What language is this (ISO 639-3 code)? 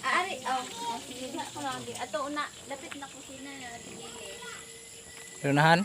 ceb